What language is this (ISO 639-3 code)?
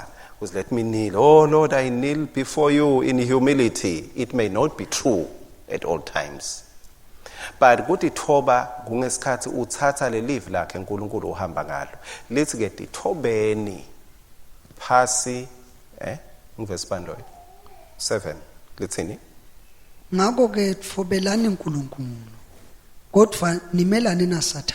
ssw